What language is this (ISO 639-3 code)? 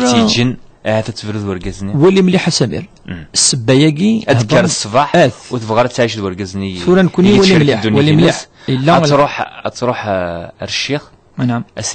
kab